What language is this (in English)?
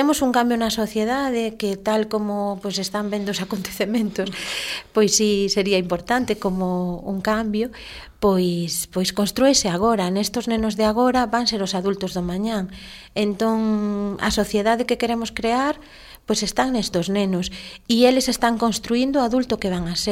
Galician